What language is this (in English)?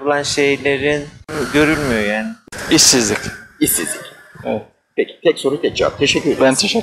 Turkish